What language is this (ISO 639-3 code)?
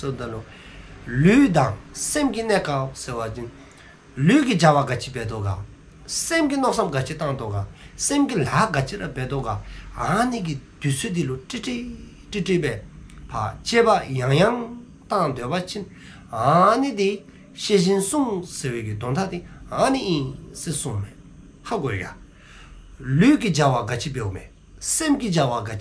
dzo